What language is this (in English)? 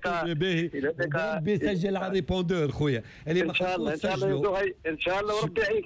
Tunisian Arabic